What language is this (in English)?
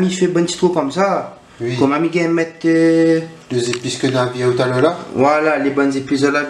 Réunion Creole French